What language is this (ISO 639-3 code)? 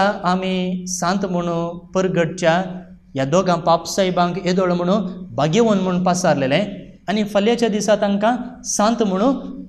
kok